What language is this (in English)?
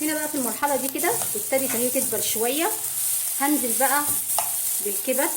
Egyptian Arabic